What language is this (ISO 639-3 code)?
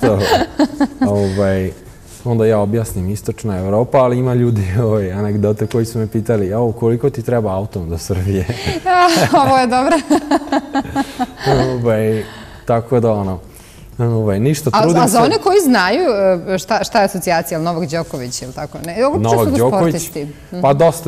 srp